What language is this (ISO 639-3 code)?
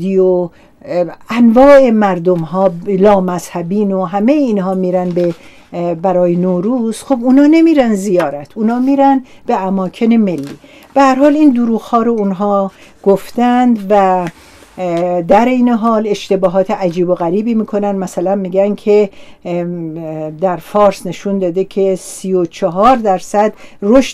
fas